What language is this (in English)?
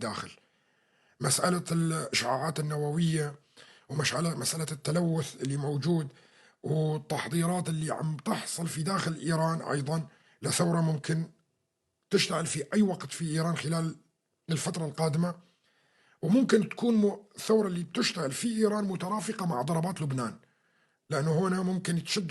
North Levantine Arabic